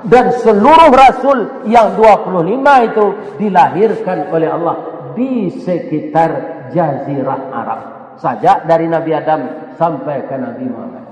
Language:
Minangkabau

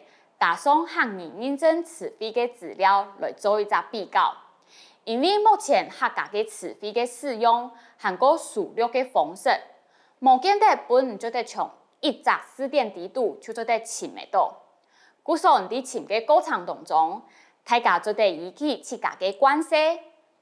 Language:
Hakka Chinese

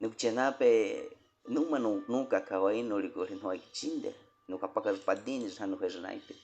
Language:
Baniwa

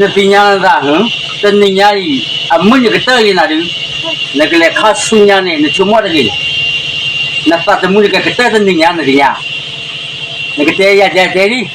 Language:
S'gaw Karen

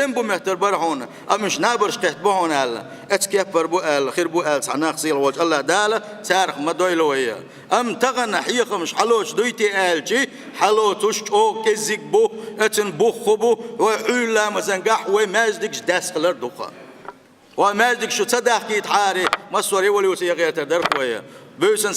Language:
Chechen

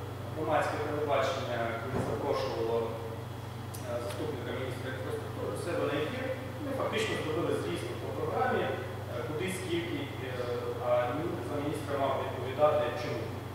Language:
Ukrainian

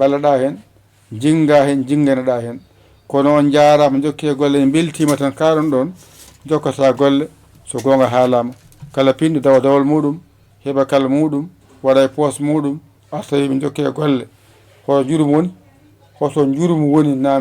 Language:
Fula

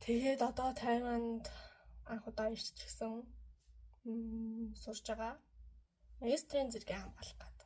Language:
Mongolian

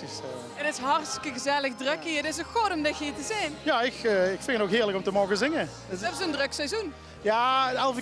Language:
Limburgish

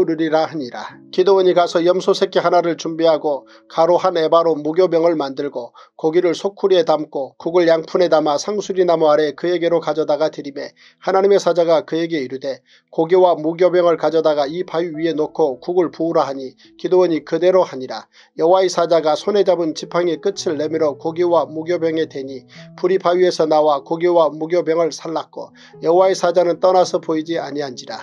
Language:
Korean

